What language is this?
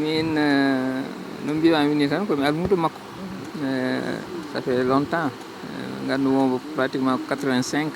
Fula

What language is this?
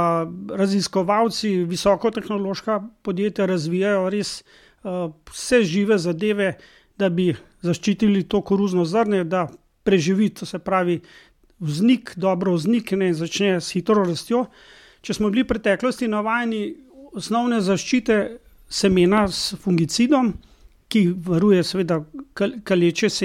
Slovenian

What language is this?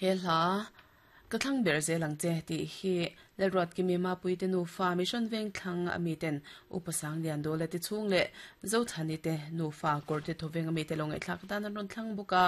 Mizo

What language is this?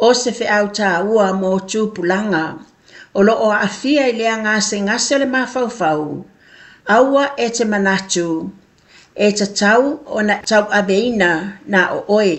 Samoan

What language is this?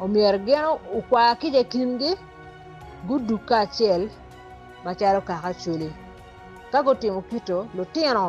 Acoli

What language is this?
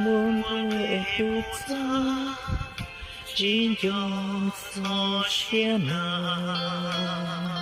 Hmong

